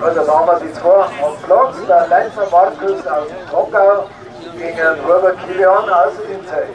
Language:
Bavarian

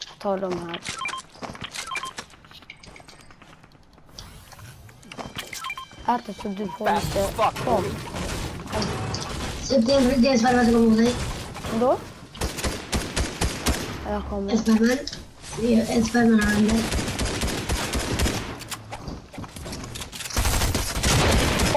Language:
Swedish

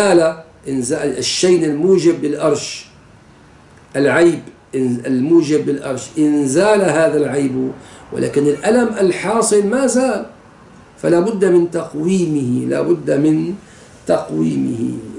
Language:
Arabic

